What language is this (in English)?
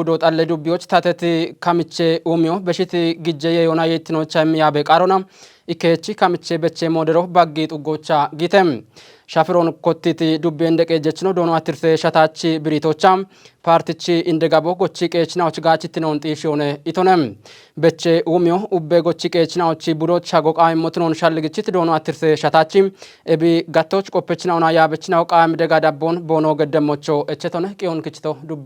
Kafa